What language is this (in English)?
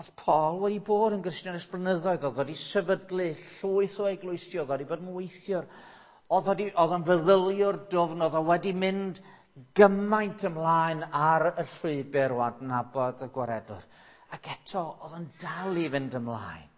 Welsh